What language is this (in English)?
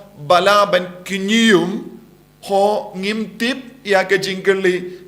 Khasi